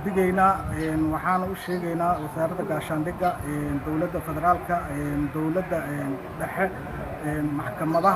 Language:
Somali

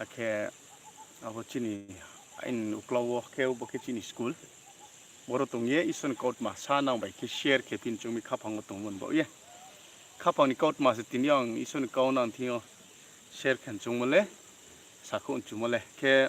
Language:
Riang (India)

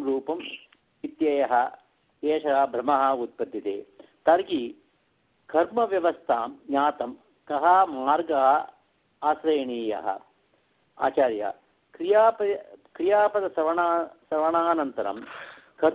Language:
Sanskrit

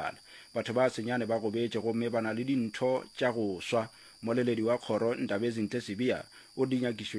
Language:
Northern Sotho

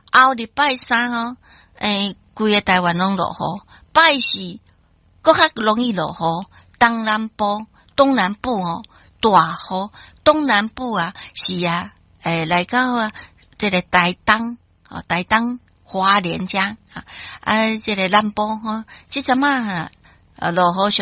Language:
Min Nan Chinese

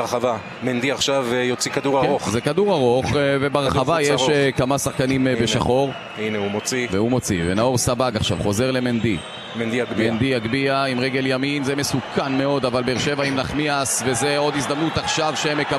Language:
Hebrew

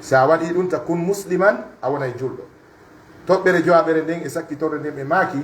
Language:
Pular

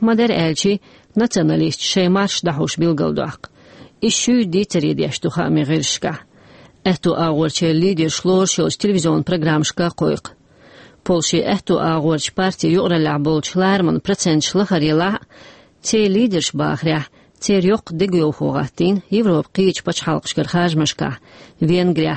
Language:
Chechen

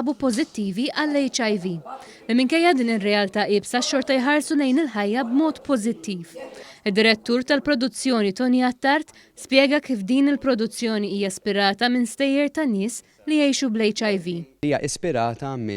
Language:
Maltese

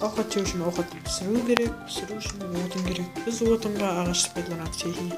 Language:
Kara-Kalpak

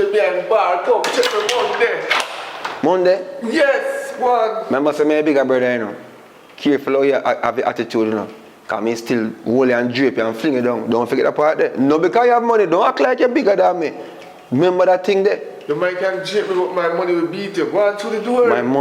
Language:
Jamaican Creole English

